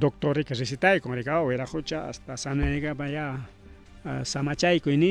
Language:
Ayacucho Quechua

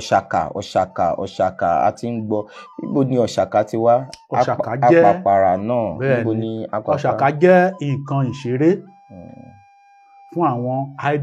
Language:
Yoruba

